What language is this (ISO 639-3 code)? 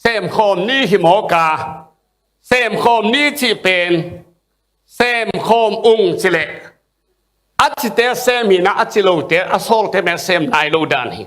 ctd